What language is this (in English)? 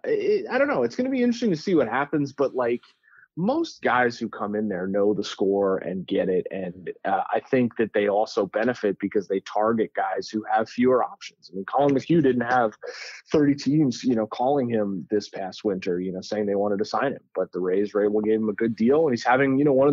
English